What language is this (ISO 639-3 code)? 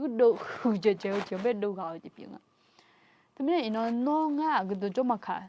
ahk